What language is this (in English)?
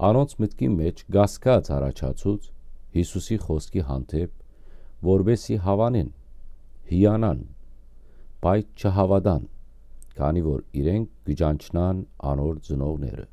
Western Armenian